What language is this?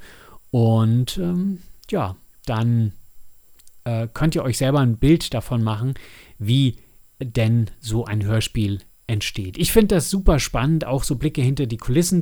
German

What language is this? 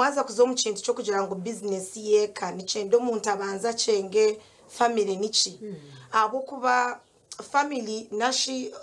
Nyankole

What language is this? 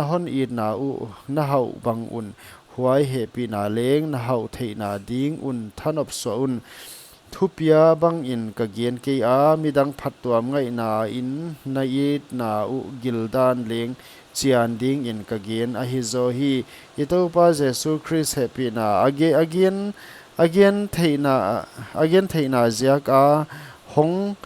Paite Chin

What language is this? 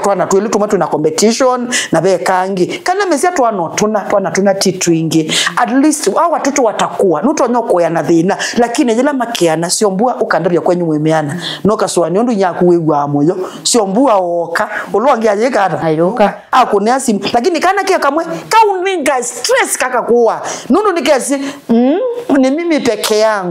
Kamba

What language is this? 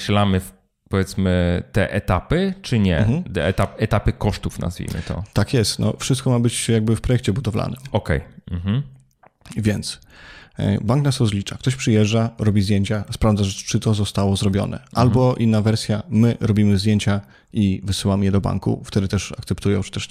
Polish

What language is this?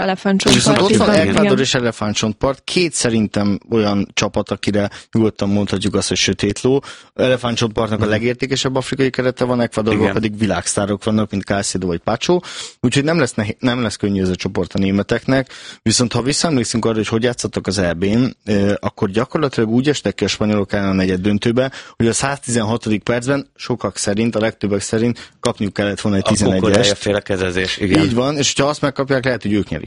Hungarian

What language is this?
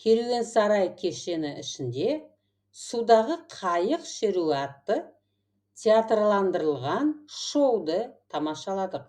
Kazakh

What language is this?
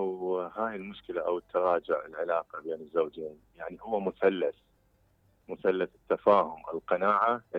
Mesopotamian Arabic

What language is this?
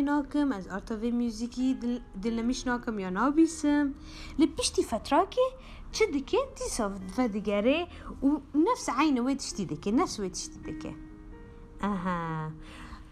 Kurdish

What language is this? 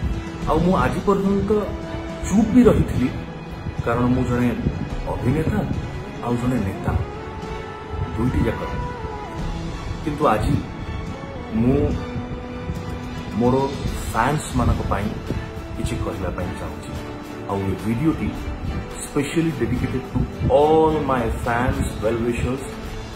Odia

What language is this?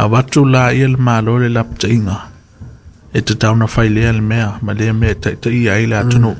Samoan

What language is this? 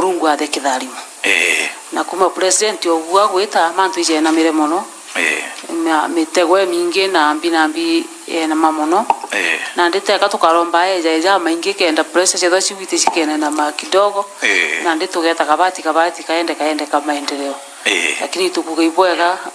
Meru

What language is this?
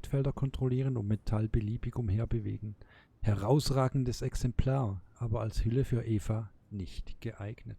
Swiss German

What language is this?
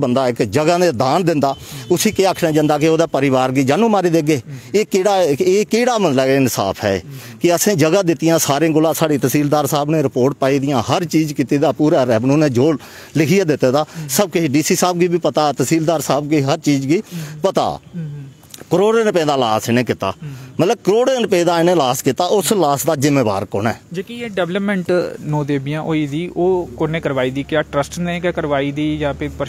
Dogri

